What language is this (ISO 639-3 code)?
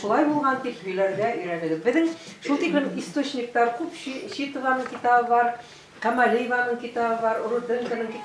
bak